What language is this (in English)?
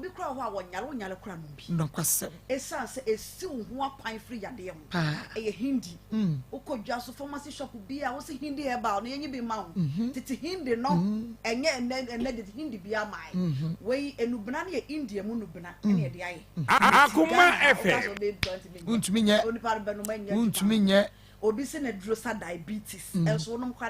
Akan